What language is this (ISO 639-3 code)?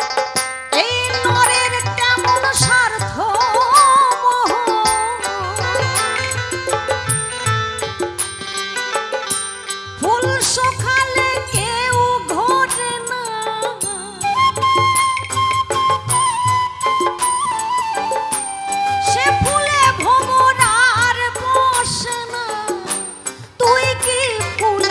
ben